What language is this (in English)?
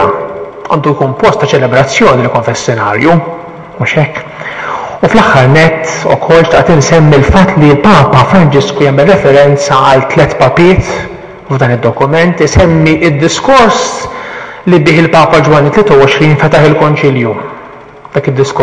Maltese